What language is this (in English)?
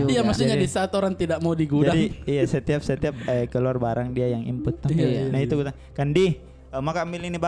Makassar Malay